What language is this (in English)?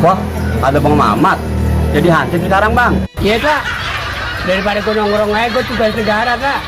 Betawi